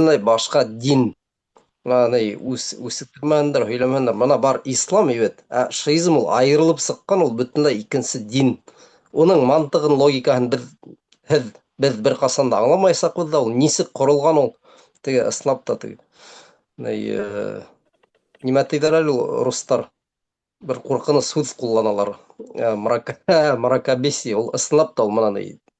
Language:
Bashkir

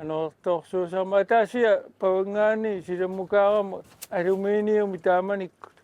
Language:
Kalaallisut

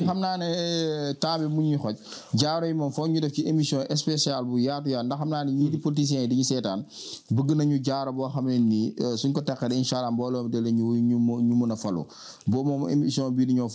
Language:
Wolof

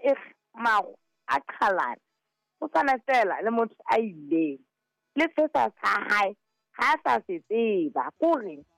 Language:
Southern Sotho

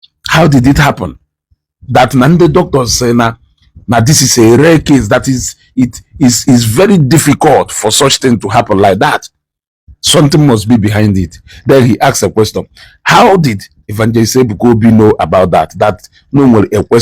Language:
Igbo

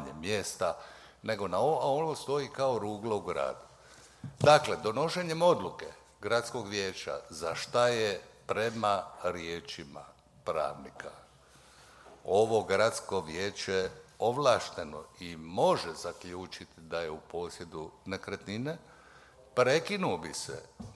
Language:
Croatian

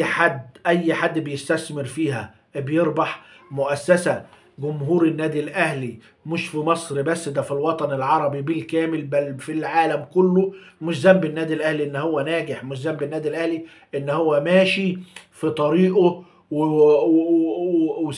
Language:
Egyptian Arabic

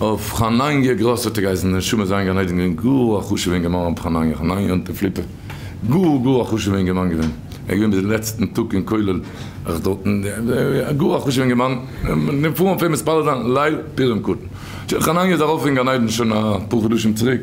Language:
Yiddish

